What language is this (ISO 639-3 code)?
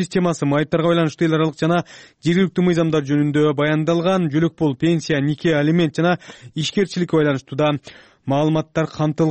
kir